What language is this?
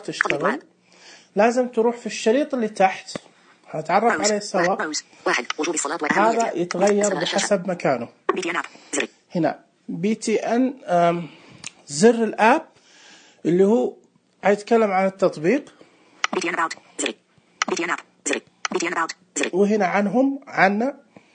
Najdi Arabic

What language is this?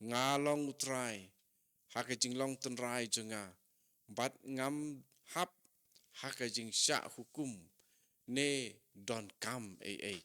Khasi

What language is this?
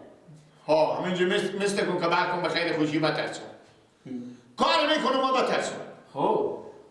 Persian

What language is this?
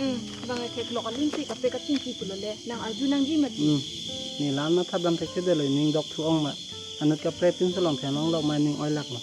Karbi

